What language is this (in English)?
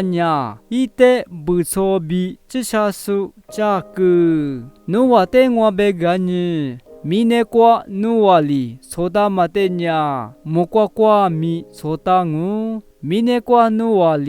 Lisu